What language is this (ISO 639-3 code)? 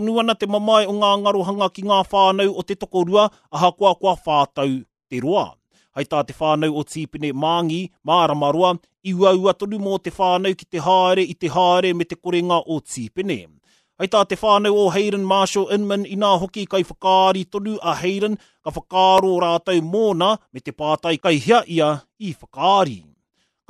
mri